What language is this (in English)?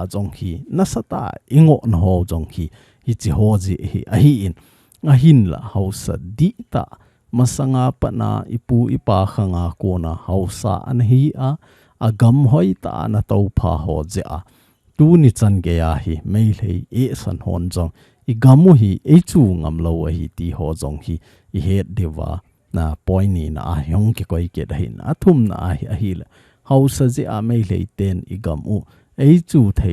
Thado Chin